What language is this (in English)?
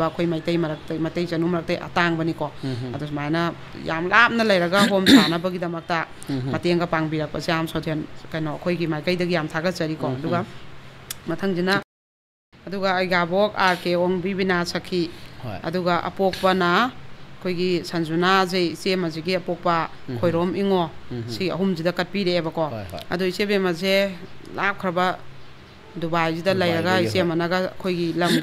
Manipuri